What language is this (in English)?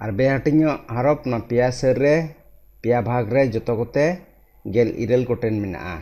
Santali